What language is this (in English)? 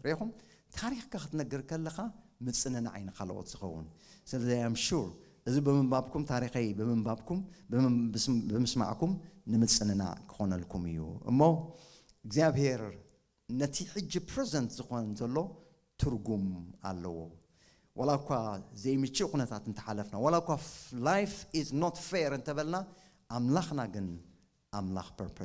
Tigrinya